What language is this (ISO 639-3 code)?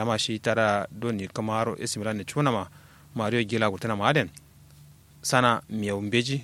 kau